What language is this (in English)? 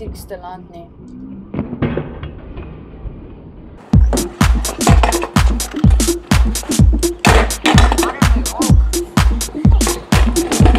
Afrikaans